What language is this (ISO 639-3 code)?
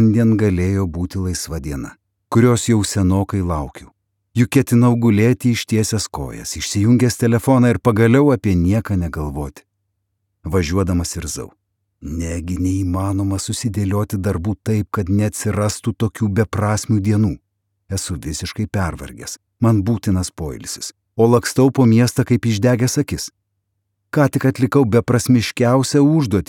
lit